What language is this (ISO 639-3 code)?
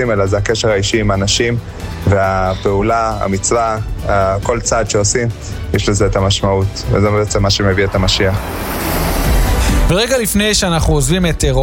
heb